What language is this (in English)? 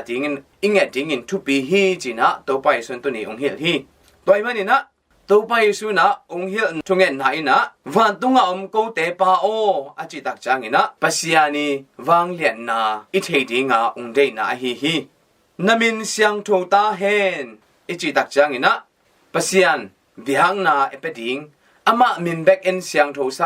Tedim Chin